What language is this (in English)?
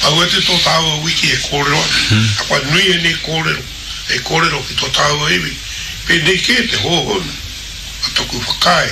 Māori